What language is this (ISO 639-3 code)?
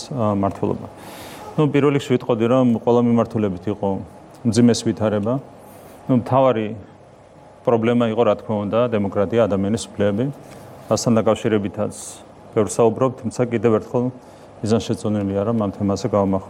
kat